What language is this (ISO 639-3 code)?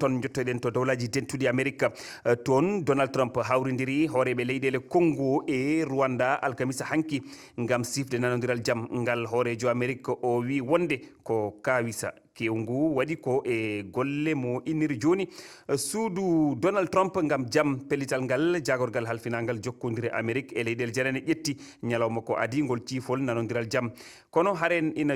ful